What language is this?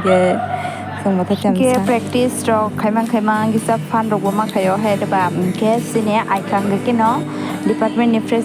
Kok Borok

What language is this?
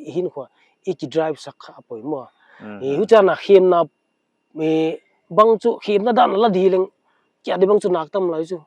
Paite Chin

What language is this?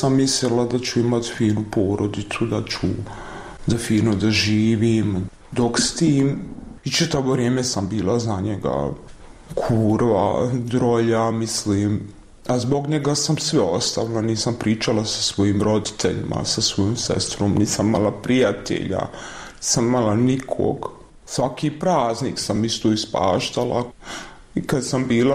Bosnian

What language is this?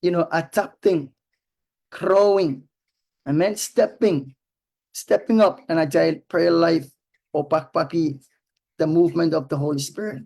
Pohnpeian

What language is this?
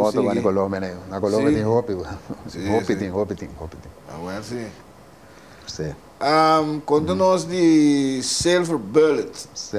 Papiamento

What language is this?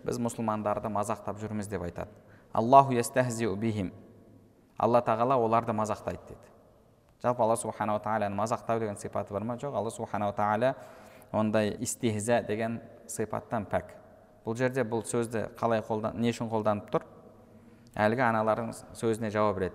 Kazakh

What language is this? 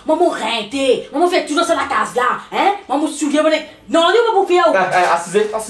Morisyen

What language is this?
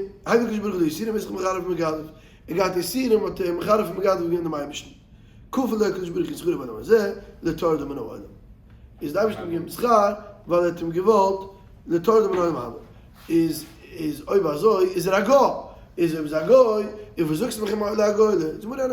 Yiddish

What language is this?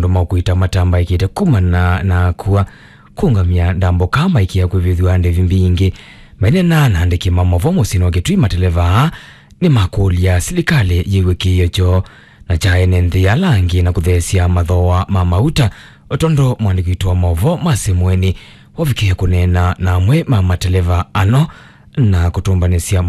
Kamba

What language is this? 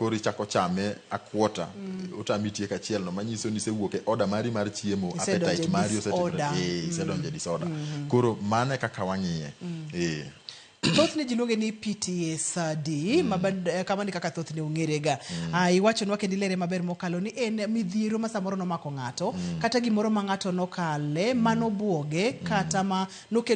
Luo (Kenya and Tanzania)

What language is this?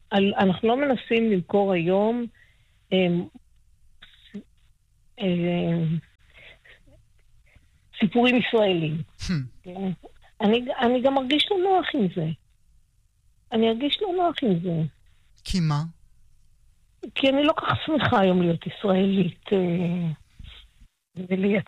Hebrew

